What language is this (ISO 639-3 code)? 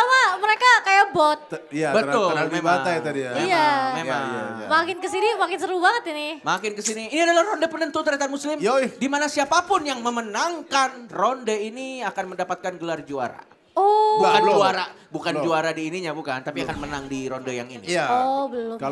ind